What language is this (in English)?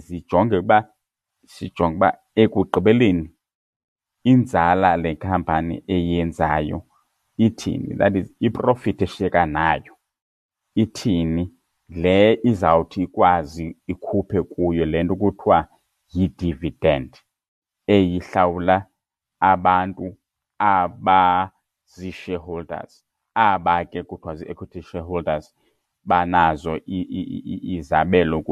Xhosa